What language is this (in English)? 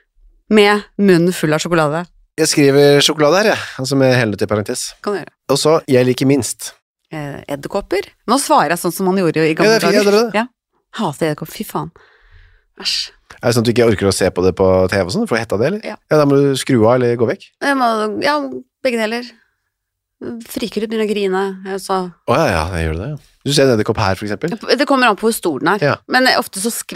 Norwegian